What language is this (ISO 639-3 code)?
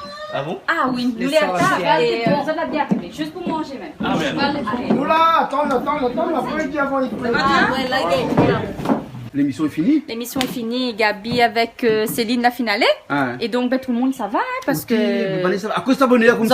rcf